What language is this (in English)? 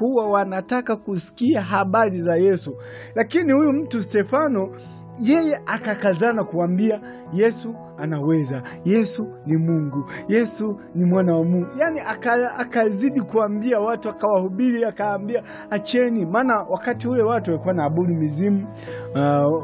Swahili